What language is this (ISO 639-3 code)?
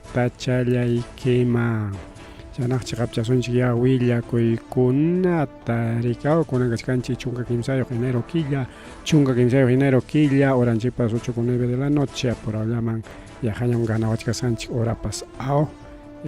quy